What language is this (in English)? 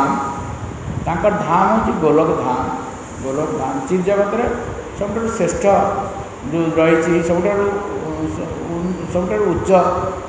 Odia